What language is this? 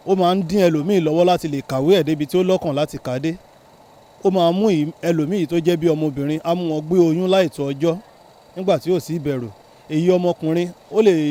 Yoruba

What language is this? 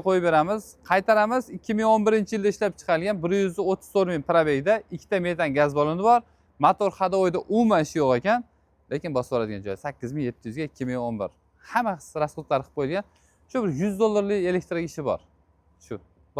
Uzbek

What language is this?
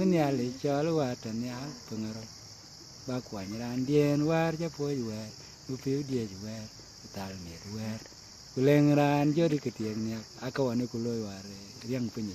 Dinka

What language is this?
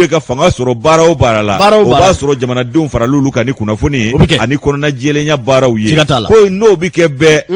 Bambara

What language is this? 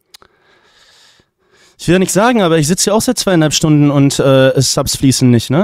German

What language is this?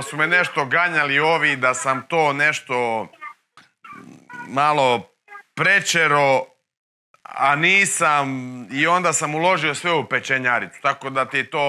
Croatian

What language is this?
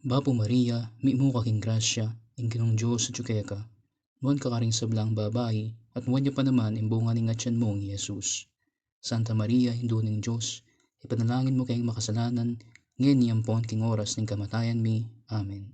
Pampanga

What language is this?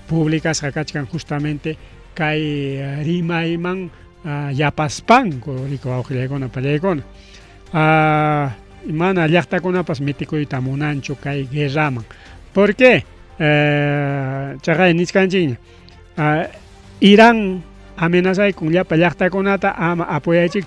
Ayacucho Quechua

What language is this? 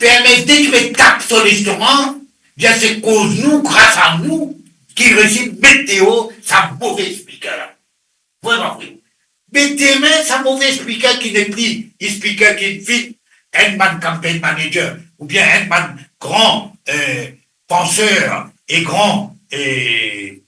Morisyen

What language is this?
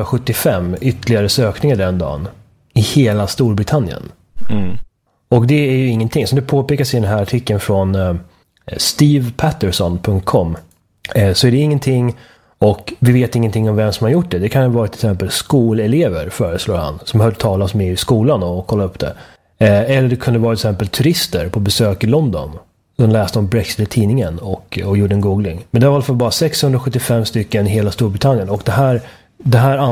Swedish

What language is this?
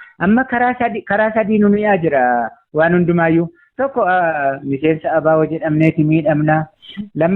Oromo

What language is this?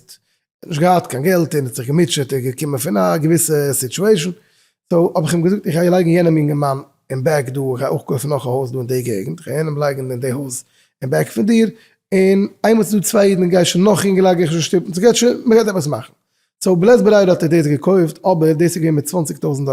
Yiddish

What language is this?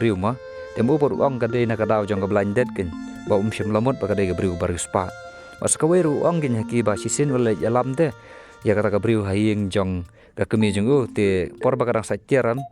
Khasi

